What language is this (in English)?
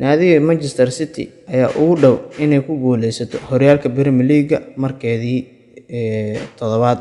Somali